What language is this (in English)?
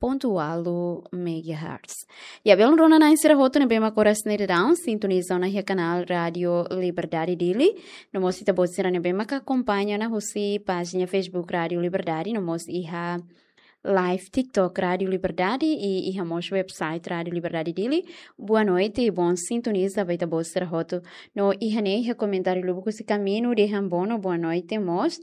Tetum